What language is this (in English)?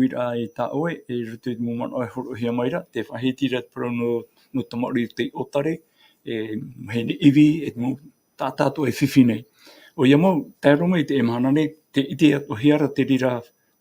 Tahitian